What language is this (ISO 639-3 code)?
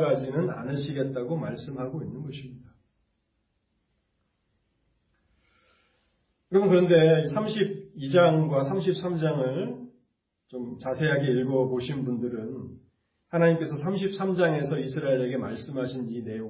kor